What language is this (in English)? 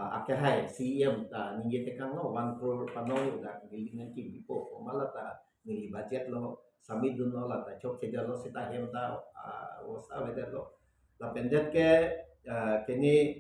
Karbi